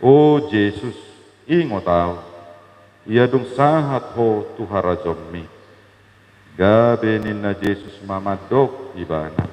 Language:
Batak Toba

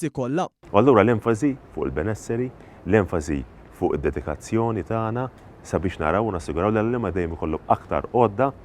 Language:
Maltese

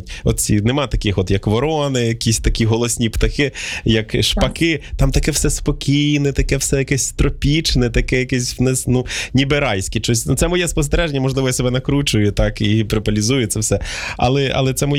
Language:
Ukrainian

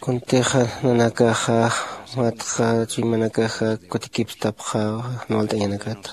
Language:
Aymara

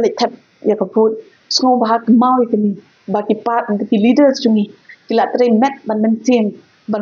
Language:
Khasi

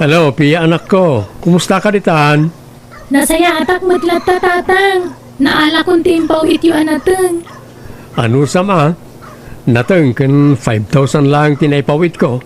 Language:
Iloko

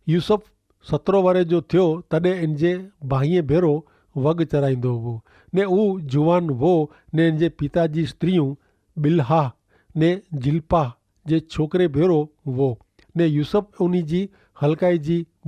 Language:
Kachhi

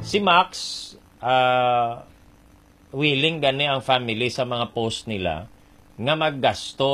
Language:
Hiligaynon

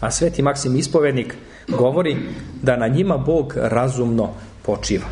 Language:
Serbian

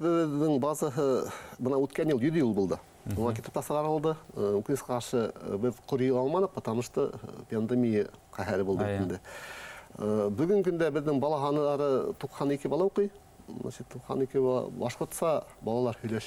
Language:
Bashkir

